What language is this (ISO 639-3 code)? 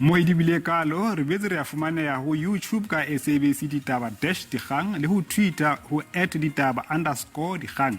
sot